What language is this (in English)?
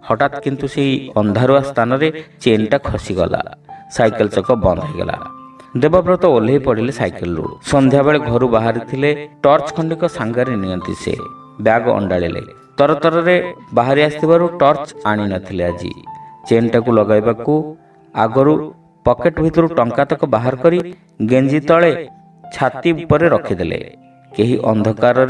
Odia